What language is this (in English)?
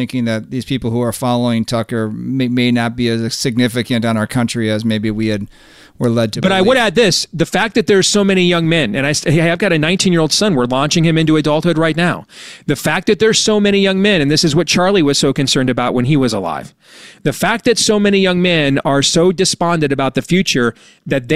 English